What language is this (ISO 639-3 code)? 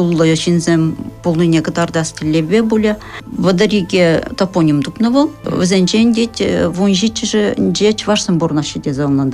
chv